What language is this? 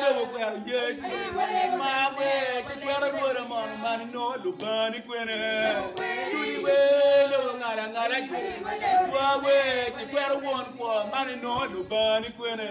Acoli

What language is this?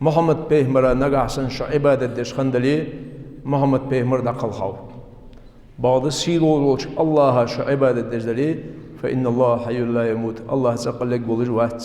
Ingush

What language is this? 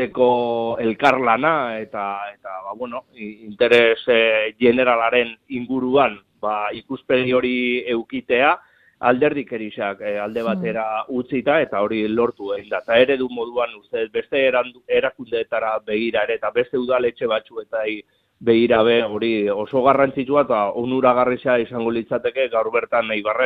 Basque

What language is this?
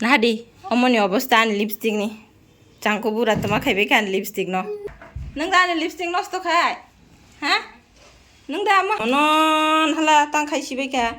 Kok Borok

